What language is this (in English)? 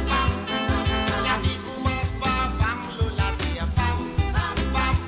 Morisyen